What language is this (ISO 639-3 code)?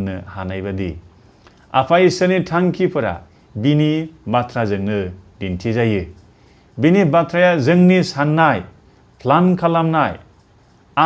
brx